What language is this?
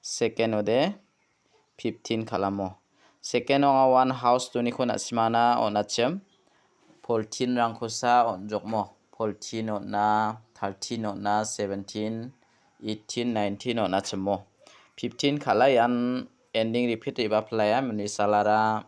Garo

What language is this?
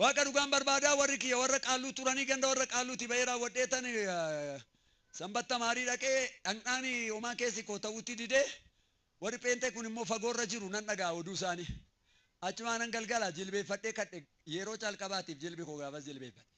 Oromo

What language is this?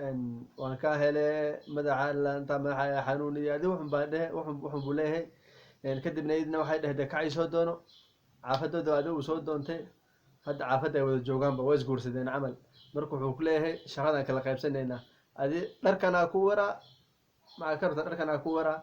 Somali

